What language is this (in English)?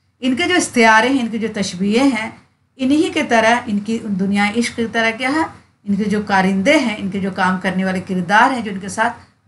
Urdu